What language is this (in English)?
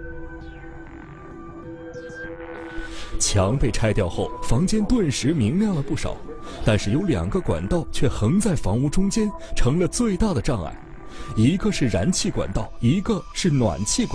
Chinese